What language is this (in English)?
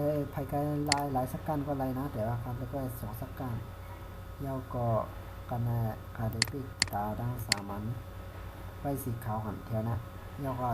Shan